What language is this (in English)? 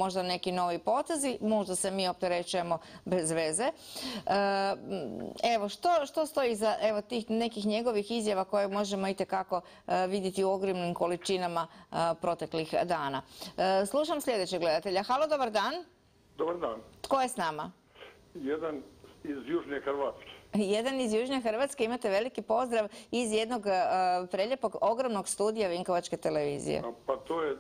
Croatian